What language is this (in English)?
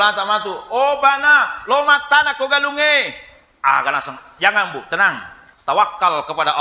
Buginese